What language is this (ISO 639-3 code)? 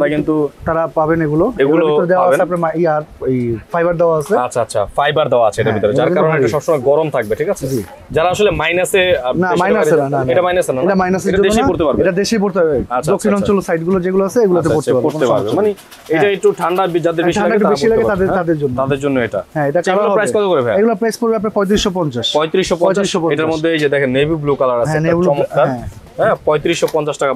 ben